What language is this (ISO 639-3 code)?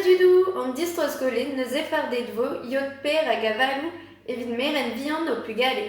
bre